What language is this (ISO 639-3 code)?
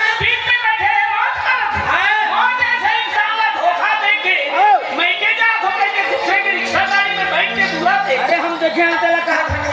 hne